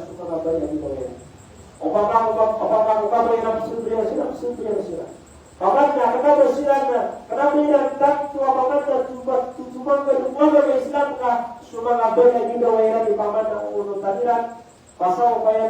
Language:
Maranao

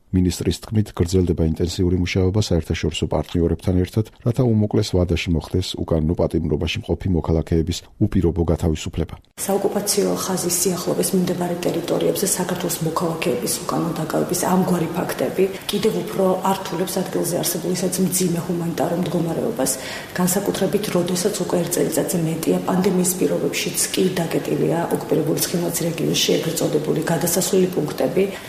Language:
Georgian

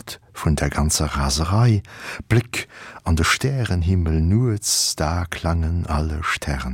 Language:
Luxembourgish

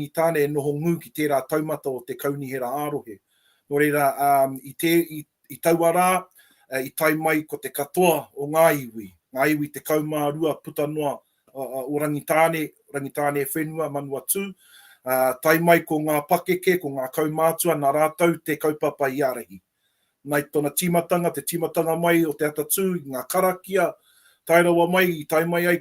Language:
Māori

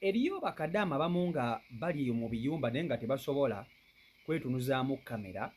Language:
Ganda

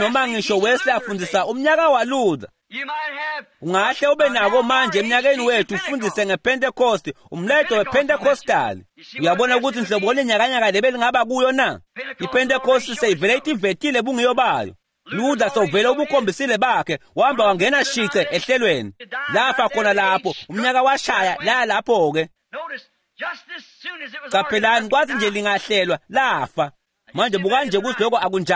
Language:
Swati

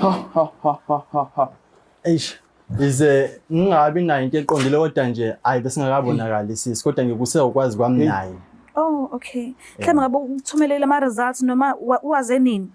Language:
Zulu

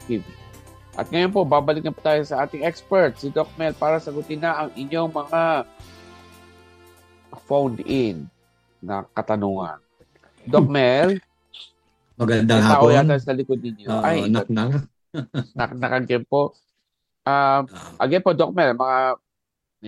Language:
Filipino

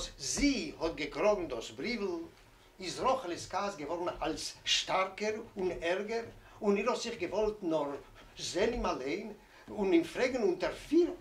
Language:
Yiddish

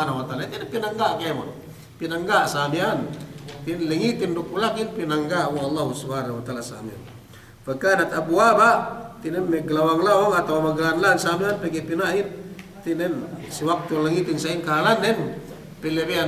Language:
Yakan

